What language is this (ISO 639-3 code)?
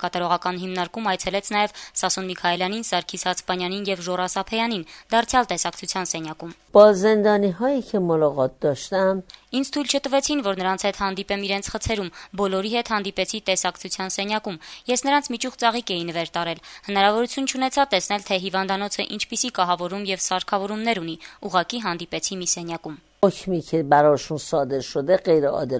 hye